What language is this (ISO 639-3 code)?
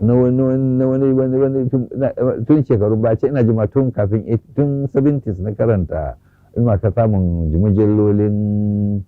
hau